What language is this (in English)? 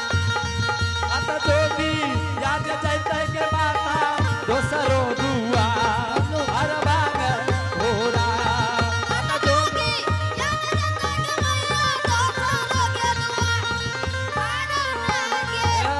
Angika